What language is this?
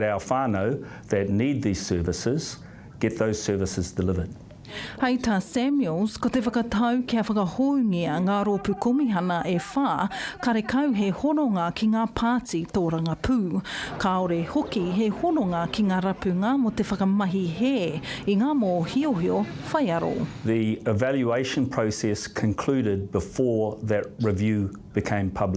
Māori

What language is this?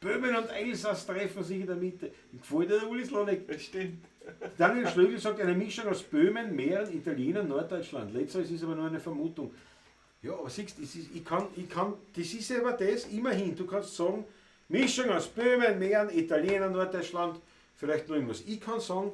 Bavarian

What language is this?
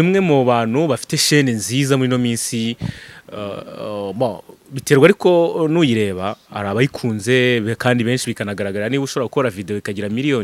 Kinyarwanda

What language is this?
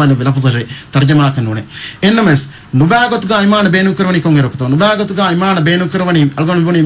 Divehi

